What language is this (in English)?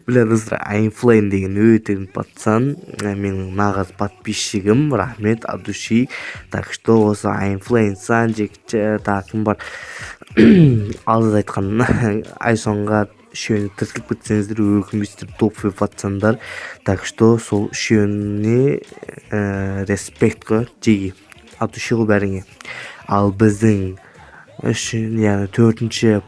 Kazakh